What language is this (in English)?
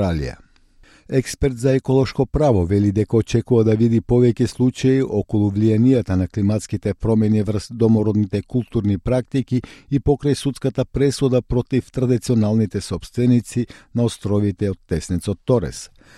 Macedonian